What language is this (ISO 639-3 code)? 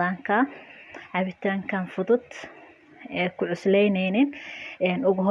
som